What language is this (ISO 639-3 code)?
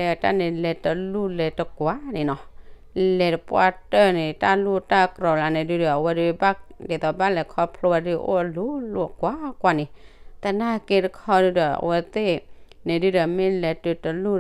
ksw